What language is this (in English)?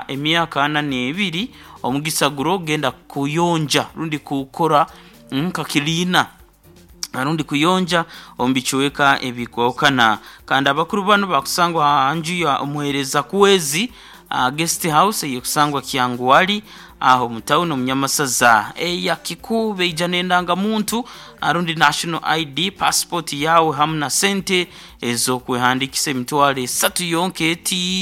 Nyoro